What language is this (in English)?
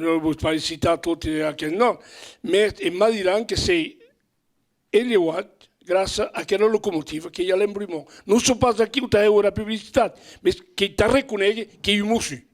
Occitan